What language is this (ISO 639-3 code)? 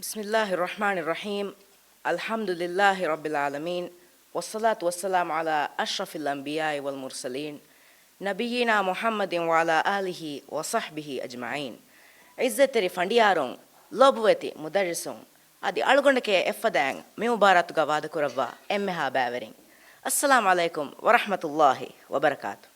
div